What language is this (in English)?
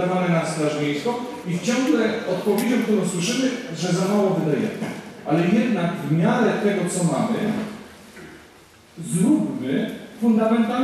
Polish